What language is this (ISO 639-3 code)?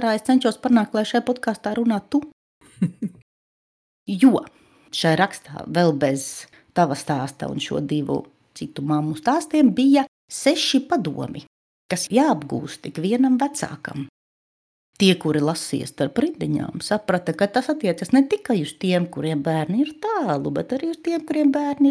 lav